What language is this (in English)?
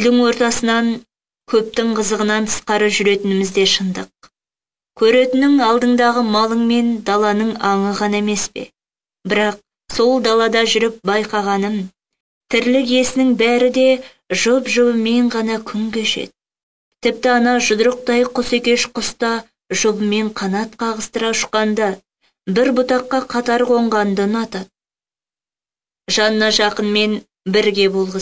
Kazakh